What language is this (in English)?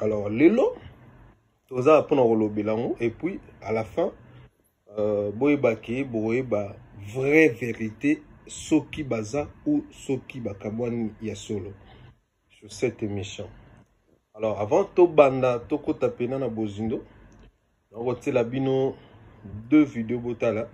Lingala